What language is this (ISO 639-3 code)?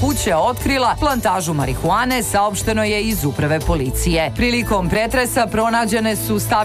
srp